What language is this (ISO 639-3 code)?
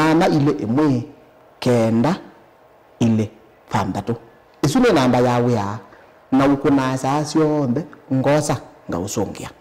kam